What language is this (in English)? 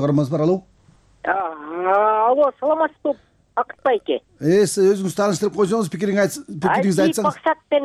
Kyrgyz